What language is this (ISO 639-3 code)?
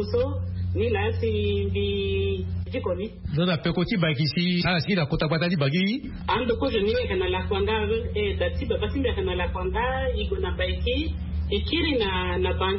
sag